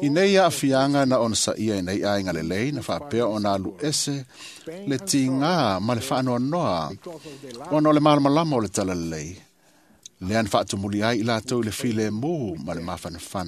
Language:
Samoan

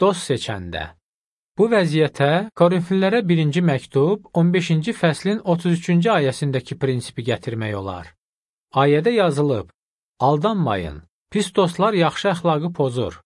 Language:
Azerbaijani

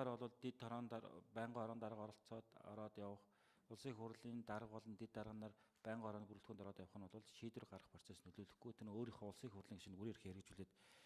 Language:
Mongolian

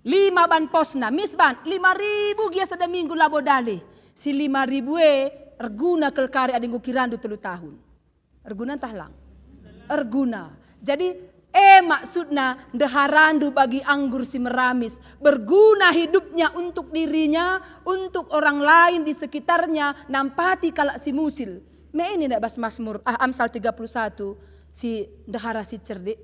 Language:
Batak Karo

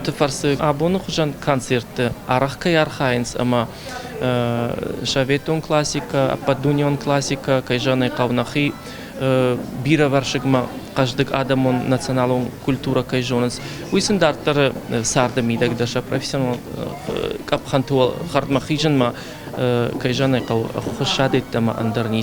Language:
Ossetic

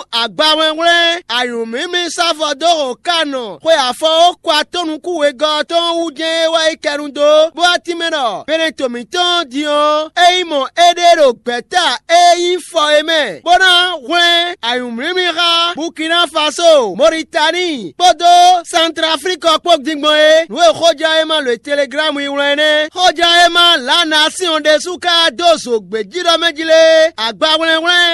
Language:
Fon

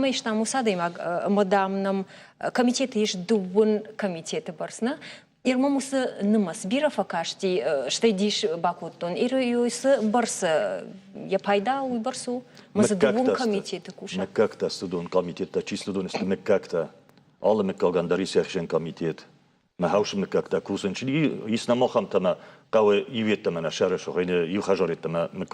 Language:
Ossetic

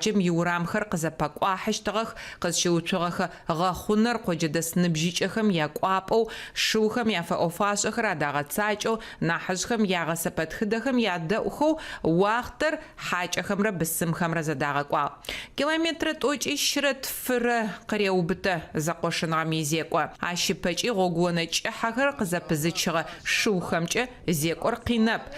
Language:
Adyghe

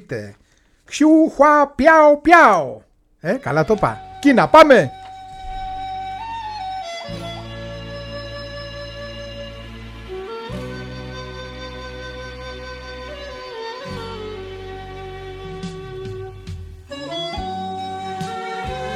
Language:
Greek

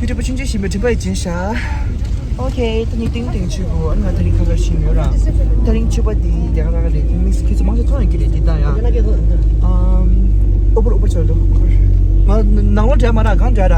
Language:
Tibetan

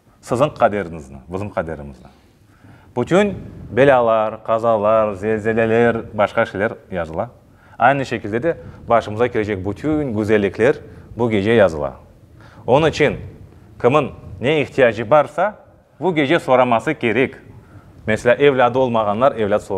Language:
Crimean Tatar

